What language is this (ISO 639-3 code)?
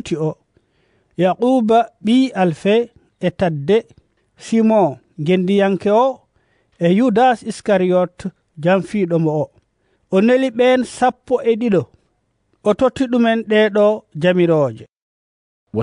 ful